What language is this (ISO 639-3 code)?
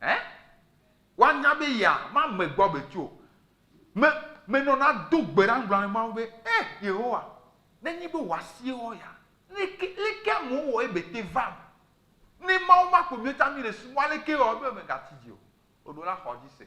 ewe